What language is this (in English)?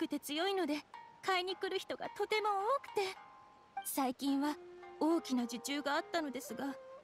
Japanese